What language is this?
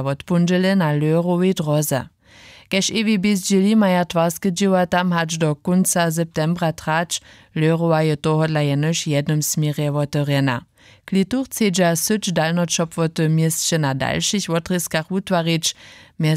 Upper Sorbian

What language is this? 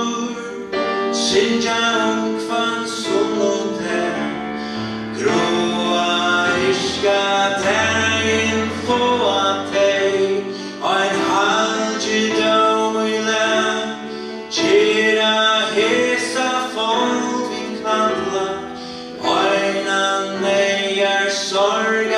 Faroese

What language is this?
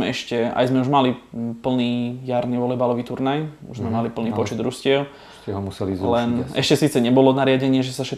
Slovak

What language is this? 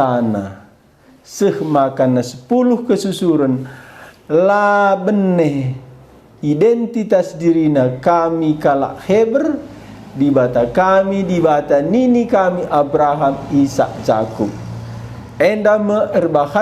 Batak Karo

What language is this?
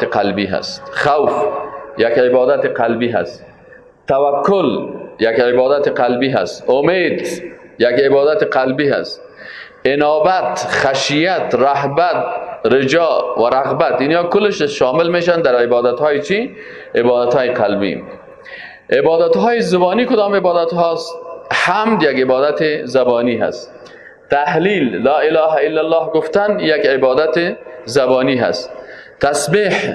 Tajik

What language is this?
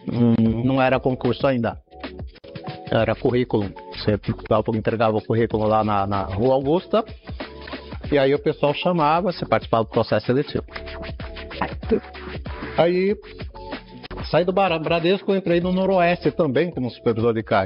Portuguese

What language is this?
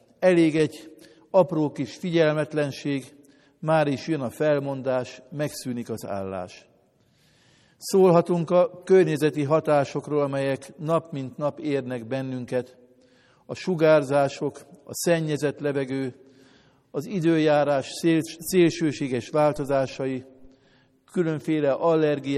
Hungarian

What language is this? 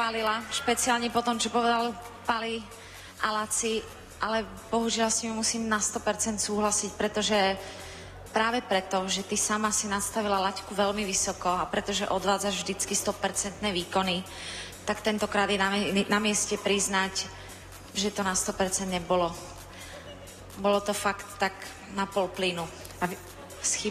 Slovak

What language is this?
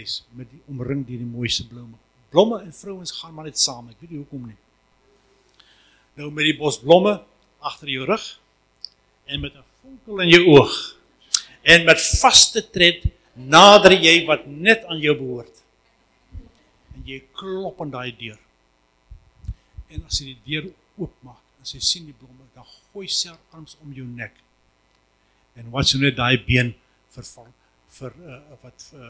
Afrikaans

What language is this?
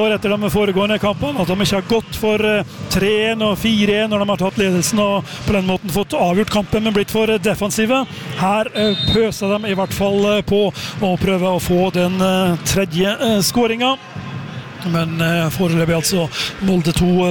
Norwegian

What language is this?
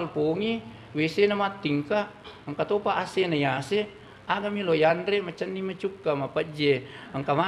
Buginese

